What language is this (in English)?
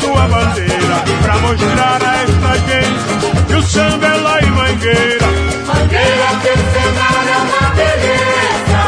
Portuguese